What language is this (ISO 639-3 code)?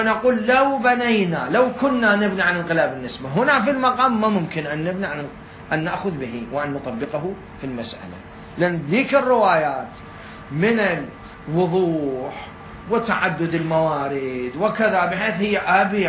acm